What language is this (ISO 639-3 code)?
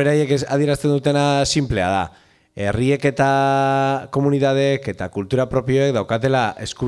eus